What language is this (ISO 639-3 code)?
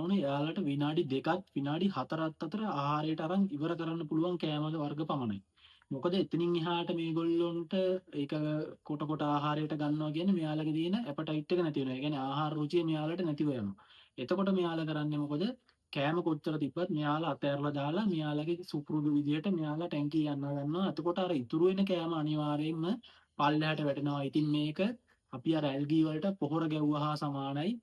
sin